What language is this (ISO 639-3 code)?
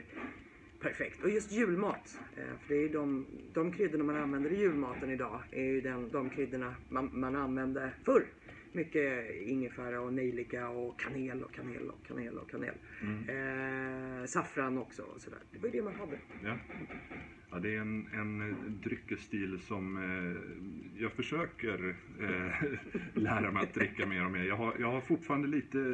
swe